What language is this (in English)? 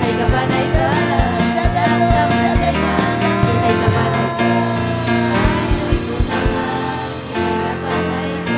Ayacucho Quechua